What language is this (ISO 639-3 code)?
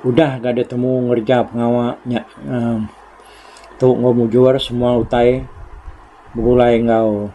iba